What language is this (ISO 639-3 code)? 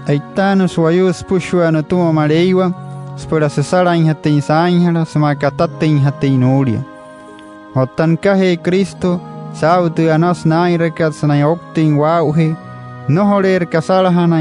guc